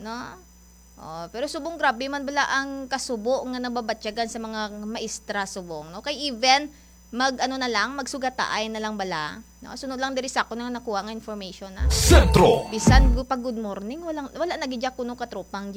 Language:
Hiligaynon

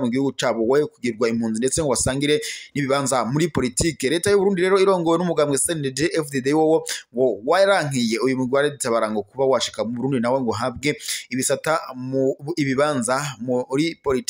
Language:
Rundi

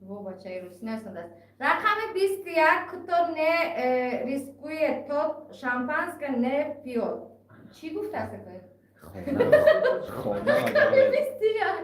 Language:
Tajik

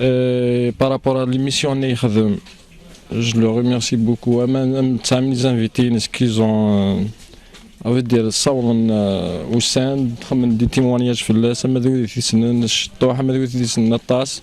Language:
Kabyle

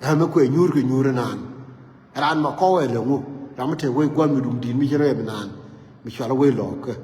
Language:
Nuer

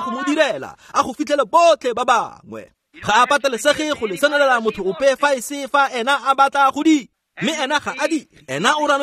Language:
Tswana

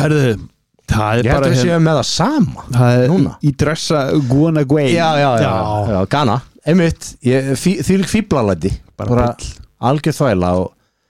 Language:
Icelandic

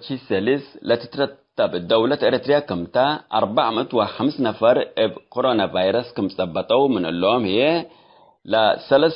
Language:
Tigre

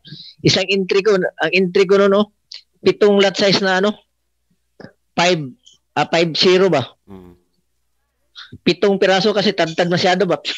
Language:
Filipino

